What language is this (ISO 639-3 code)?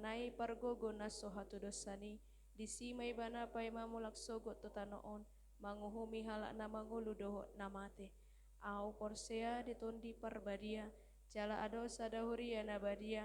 bbc